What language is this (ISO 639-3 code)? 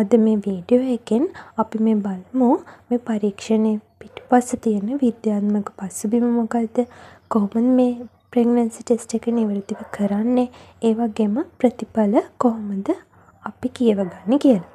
sin